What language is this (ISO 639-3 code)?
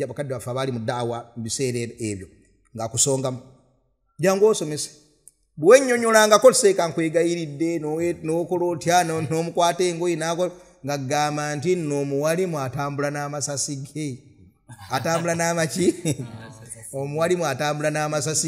lug